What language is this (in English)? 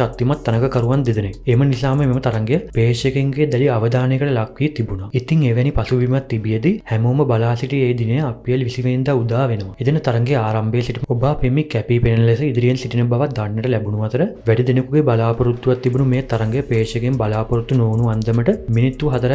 Sinhala